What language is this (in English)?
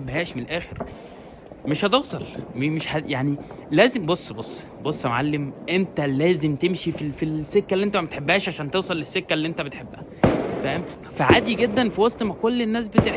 Egyptian Arabic